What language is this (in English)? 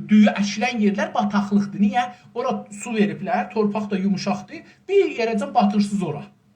South Azerbaijani